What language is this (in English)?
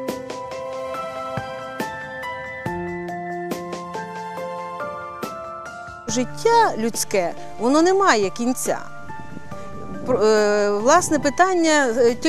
Ukrainian